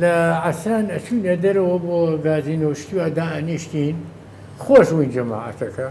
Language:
Central Kurdish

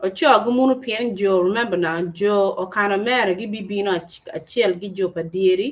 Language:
Acoli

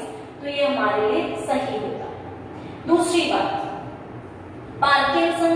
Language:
Hindi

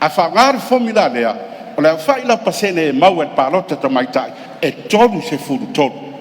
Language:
Samoan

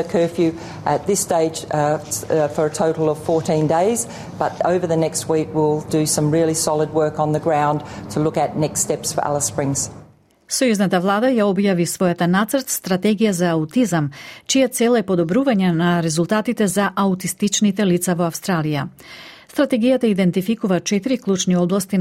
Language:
Macedonian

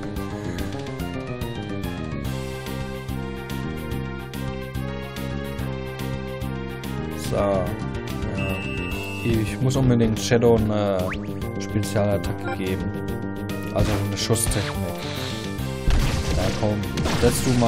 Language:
German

